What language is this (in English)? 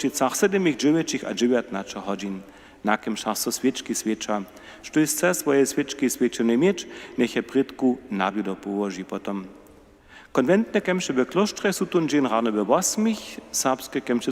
Upper Sorbian